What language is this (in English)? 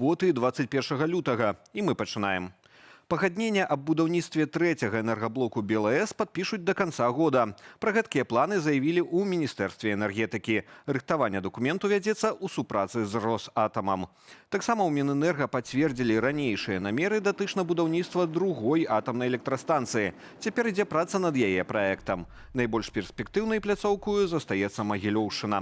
Belarusian